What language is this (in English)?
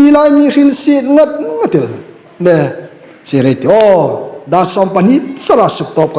Hmar